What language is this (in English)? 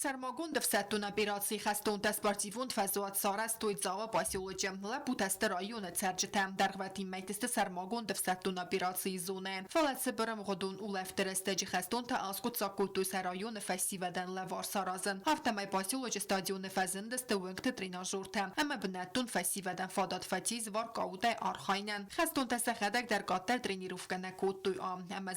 Ossetic